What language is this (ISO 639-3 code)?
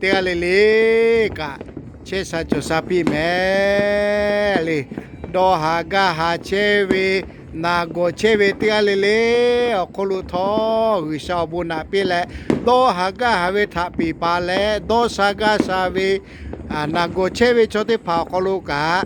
lhu